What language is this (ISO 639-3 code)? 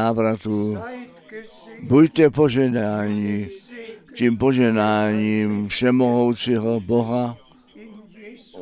ces